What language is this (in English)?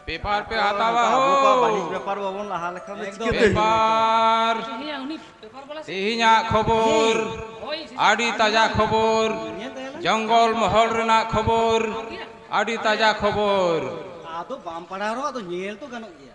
Santali